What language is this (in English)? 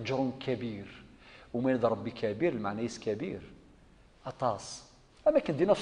Kabyle